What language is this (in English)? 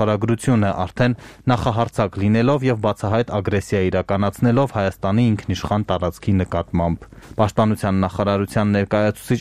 Armenian